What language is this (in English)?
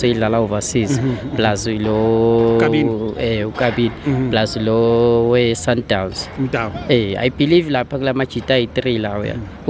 Zulu